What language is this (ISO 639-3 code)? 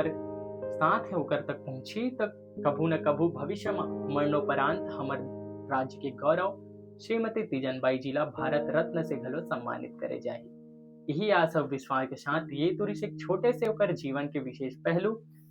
hne